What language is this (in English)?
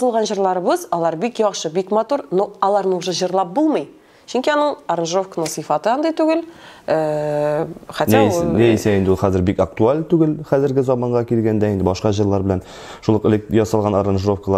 Tatar